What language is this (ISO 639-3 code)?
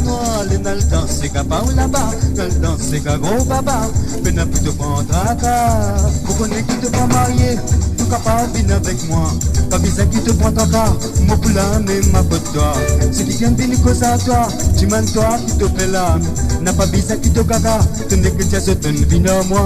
mfe